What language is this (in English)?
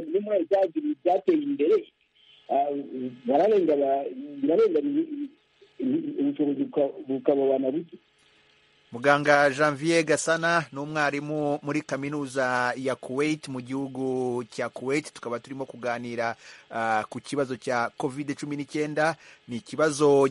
Kinyarwanda